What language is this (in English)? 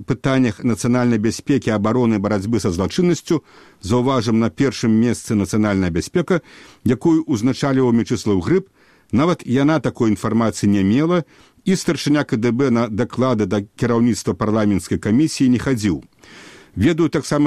Belarusian